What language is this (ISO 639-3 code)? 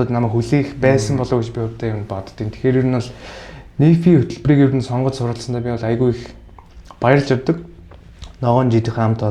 mon